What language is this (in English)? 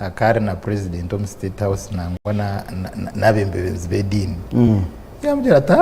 Nyankole